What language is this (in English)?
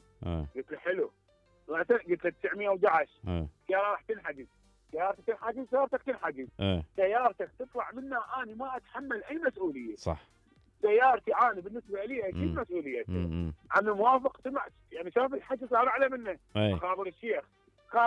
Mesopotamian Arabic